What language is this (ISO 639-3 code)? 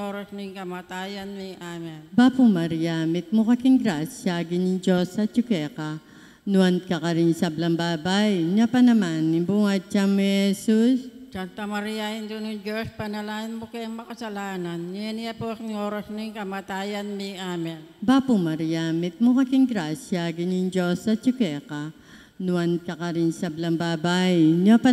pam